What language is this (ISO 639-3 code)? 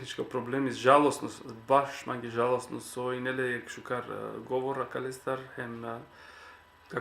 rmn